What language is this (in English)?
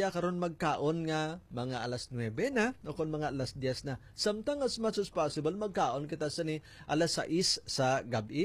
Hiligaynon